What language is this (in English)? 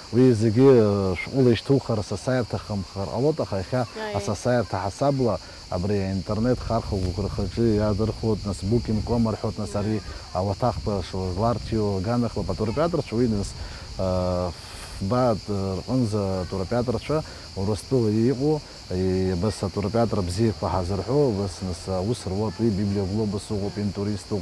Abkhazian